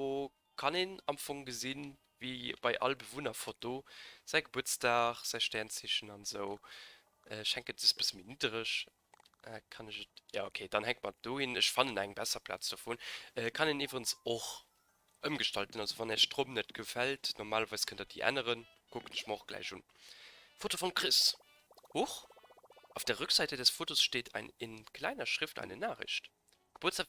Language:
Luxembourgish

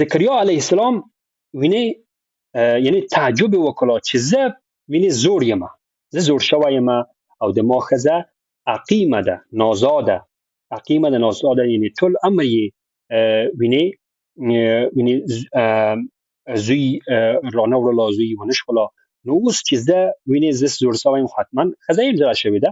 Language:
Pashto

